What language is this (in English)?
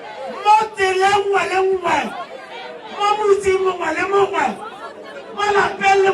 Tswana